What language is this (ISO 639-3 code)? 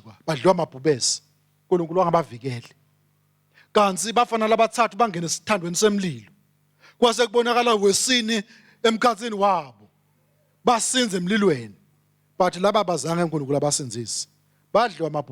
ssw